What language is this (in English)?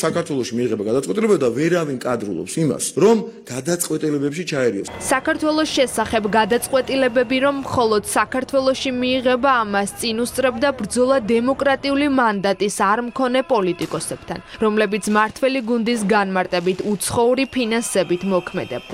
Georgian